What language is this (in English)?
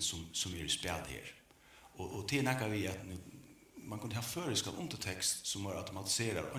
Faroese